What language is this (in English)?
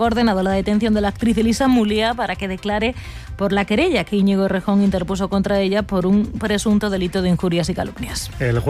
Spanish